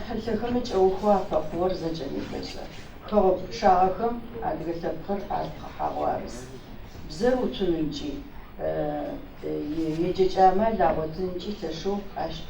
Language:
Adyghe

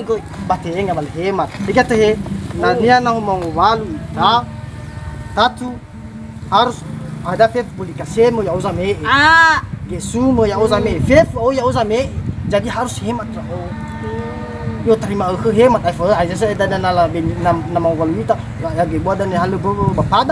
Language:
Nias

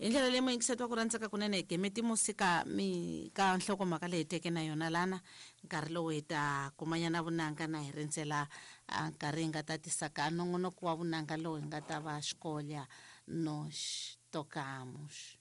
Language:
Tsonga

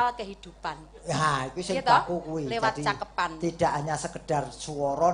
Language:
Javanese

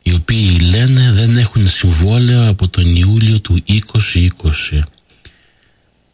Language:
Greek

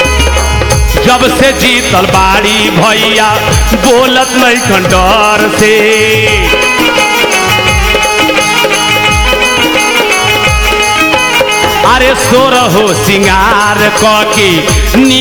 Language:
Bhojpuri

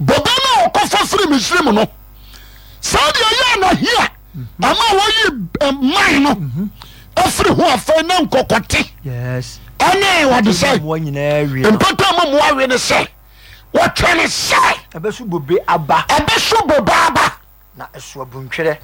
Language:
Akan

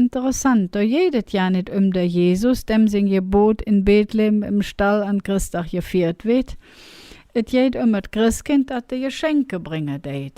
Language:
Colognian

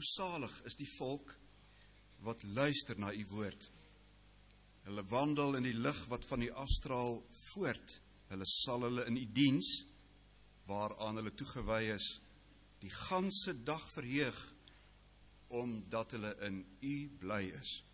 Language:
Afrikaans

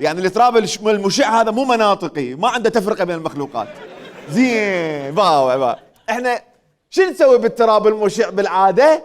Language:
Mesopotamian Arabic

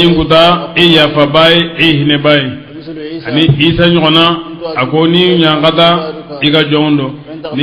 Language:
Bambara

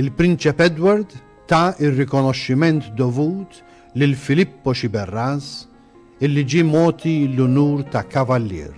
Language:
Maltese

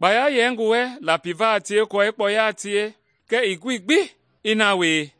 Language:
Mende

